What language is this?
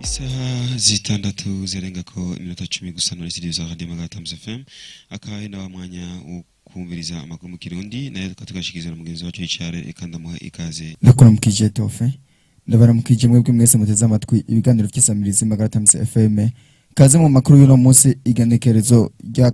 Rundi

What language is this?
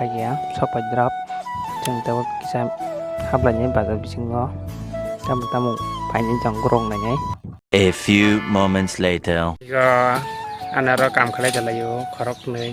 Kok Borok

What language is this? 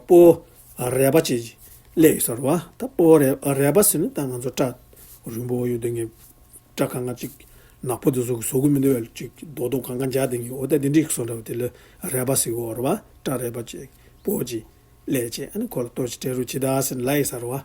Tibetan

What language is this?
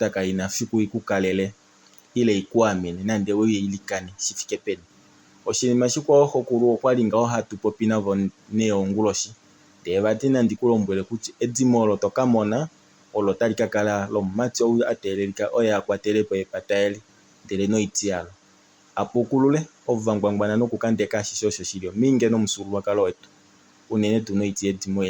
Kuanyama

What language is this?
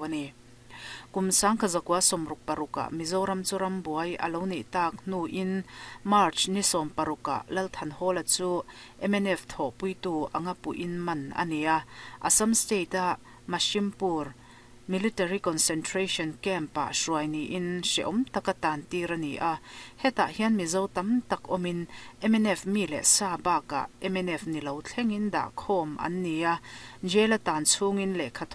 Mizo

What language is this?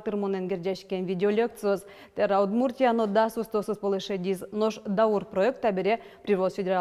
Udmurt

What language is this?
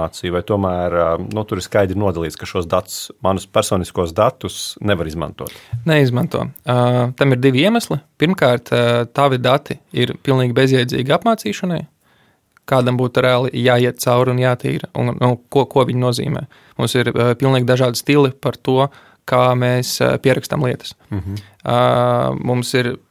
Latvian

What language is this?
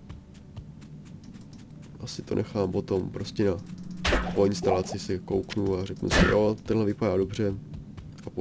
Czech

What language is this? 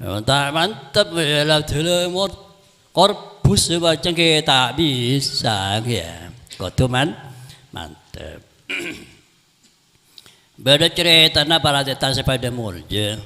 Madurese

